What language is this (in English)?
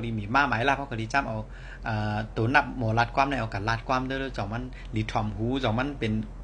Shan